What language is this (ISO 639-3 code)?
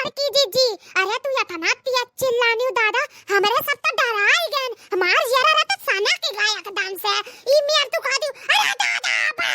awa